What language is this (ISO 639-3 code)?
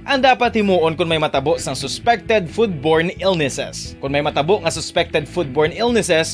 hil